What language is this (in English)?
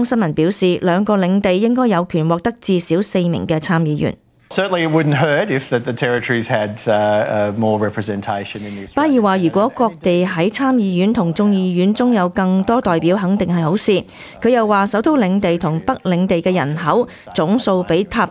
Cantonese